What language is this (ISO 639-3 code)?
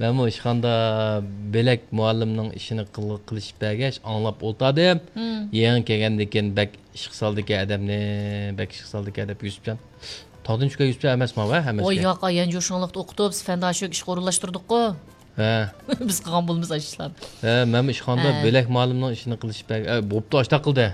uig